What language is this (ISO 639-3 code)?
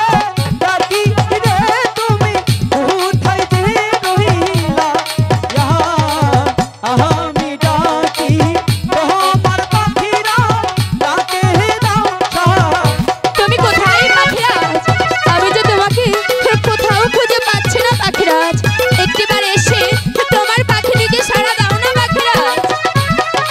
ben